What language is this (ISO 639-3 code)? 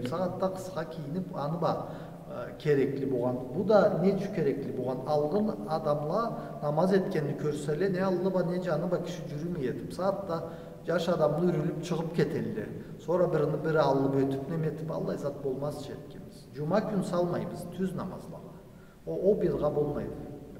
krc